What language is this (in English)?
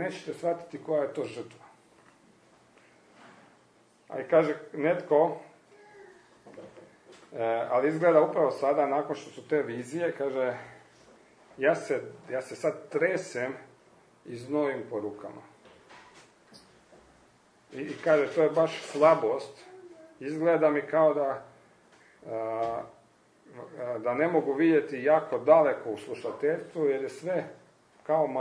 Croatian